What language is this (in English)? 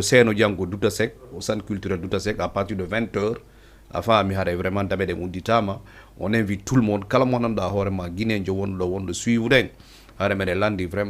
Fula